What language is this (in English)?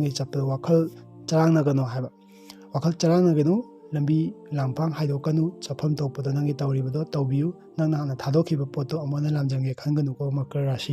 Manipuri